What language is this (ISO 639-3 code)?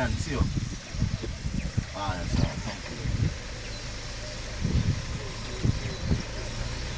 swa